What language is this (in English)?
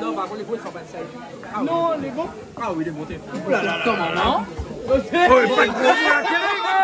Réunion Creole French